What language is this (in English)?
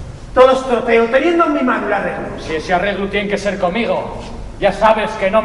Asturian